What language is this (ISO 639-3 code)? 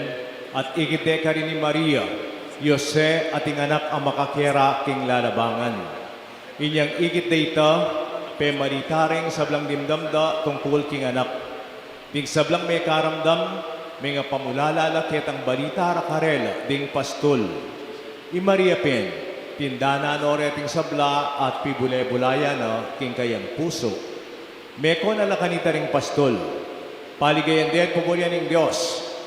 pam